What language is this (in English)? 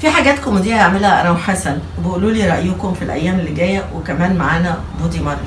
Egyptian Arabic